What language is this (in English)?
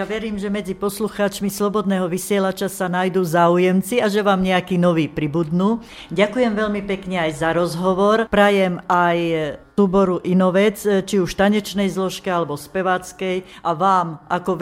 Slovak